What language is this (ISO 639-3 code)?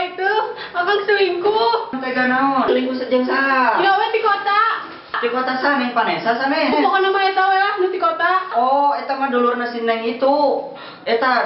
sun